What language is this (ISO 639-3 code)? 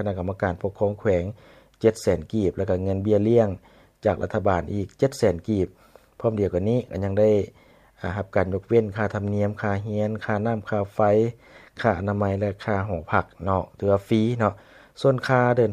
lao